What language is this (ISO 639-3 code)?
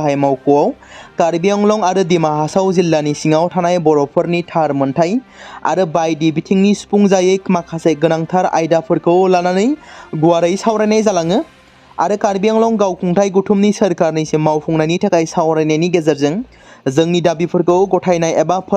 brx